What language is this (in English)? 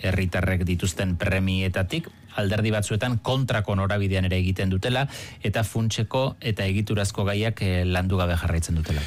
Basque